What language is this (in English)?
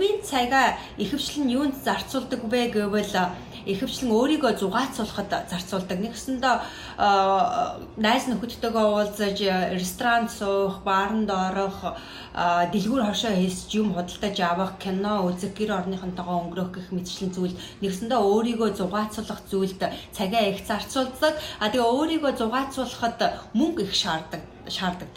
Mongolian